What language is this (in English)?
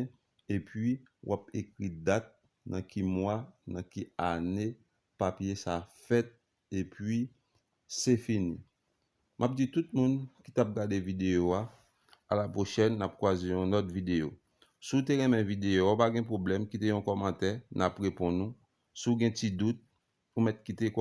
Haitian Creole